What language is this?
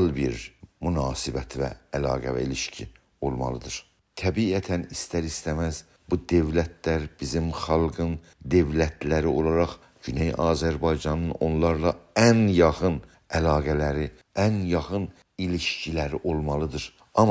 South Azerbaijani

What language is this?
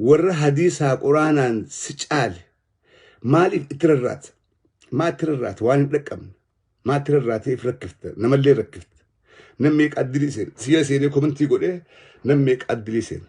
Oromo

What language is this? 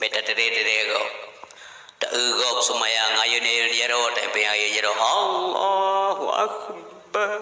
Achinese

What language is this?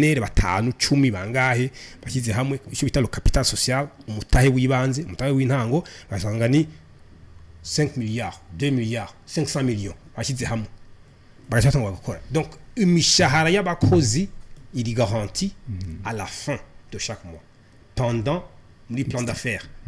Rundi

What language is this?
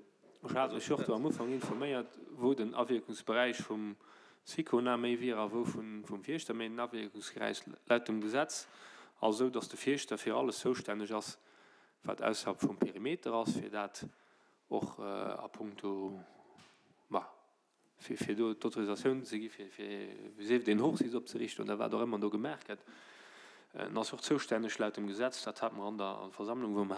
Luxembourgish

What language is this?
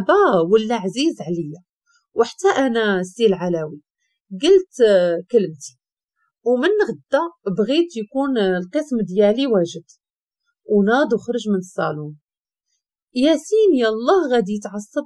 Moroccan Arabic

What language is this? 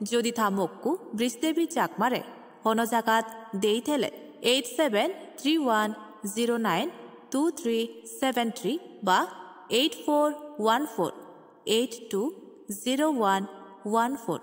Chakma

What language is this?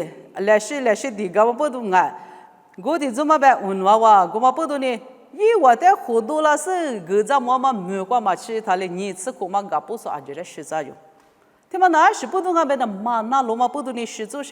Lisu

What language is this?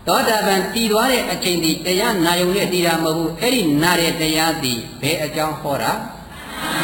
Burmese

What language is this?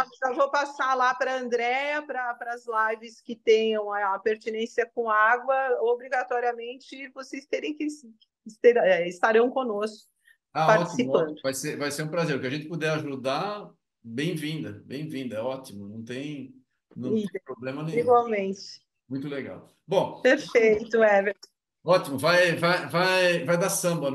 Portuguese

